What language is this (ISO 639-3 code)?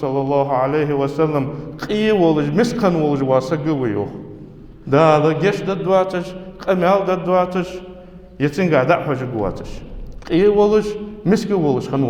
inh